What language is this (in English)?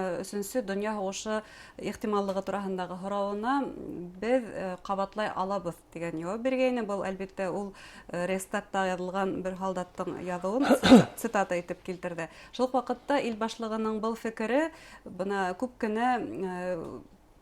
Bashkir